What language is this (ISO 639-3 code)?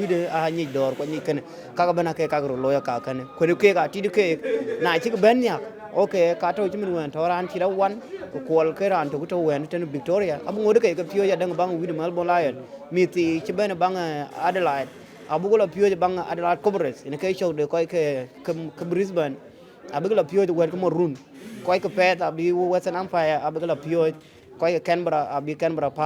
din